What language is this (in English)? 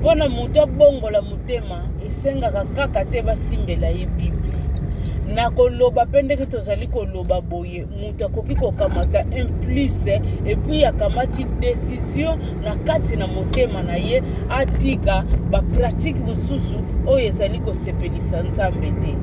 Lingala